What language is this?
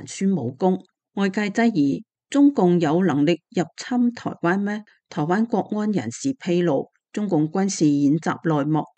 Cantonese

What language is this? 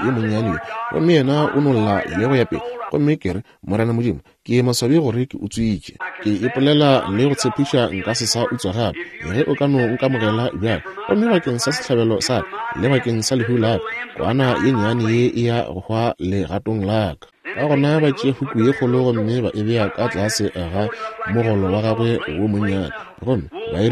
Northern Sotho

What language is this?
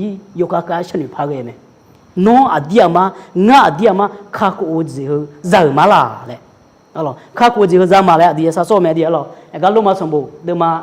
Akha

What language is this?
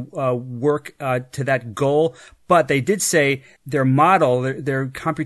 English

